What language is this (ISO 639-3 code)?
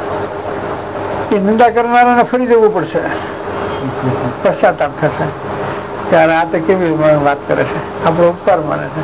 guj